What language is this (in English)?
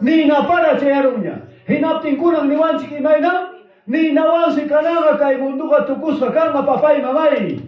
Ayacucho Quechua